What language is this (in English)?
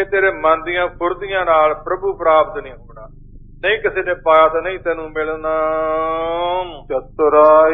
Punjabi